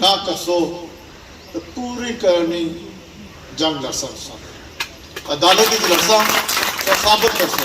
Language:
Pahari-Potwari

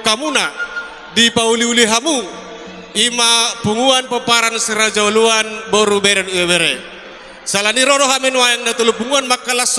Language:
Batak Toba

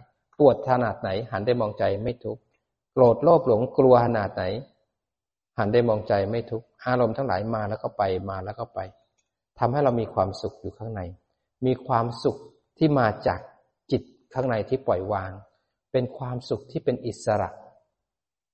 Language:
Thai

